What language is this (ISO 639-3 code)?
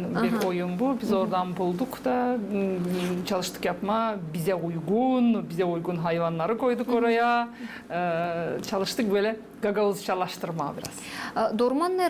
gag